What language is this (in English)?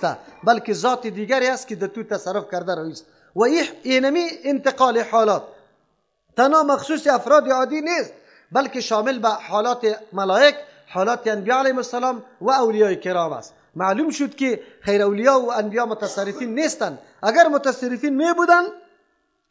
Persian